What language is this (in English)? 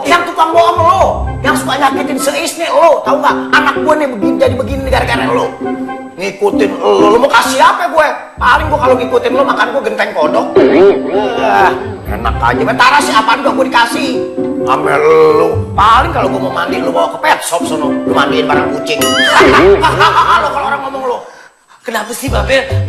Betawi